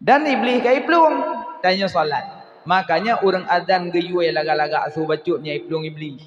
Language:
Achinese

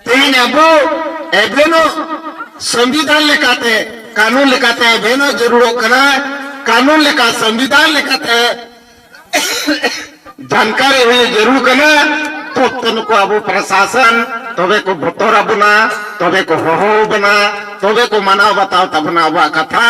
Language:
Santali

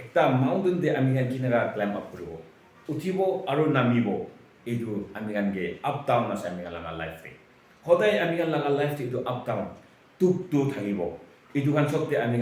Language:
Naga Pidgin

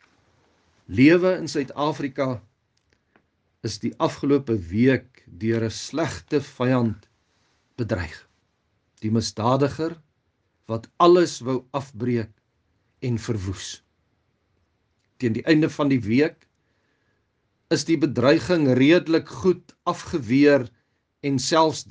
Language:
Afrikaans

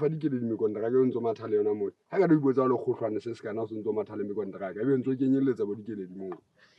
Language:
Southern Sotho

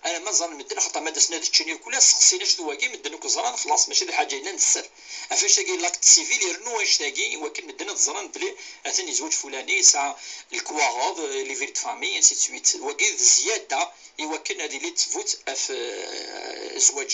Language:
Kabyle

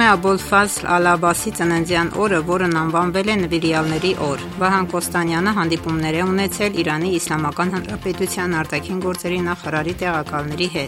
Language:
Armenian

